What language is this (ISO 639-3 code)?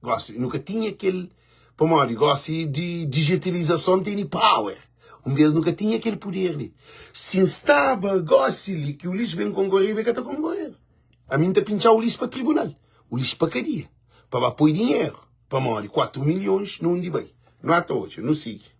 kea